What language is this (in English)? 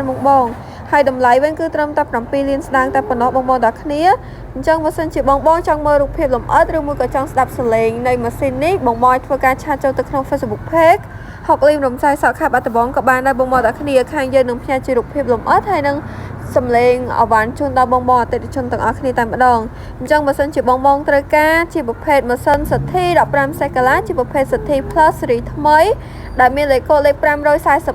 Khmer